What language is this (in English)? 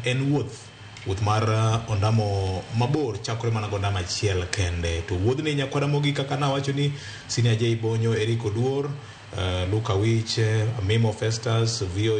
Luo (Kenya and Tanzania)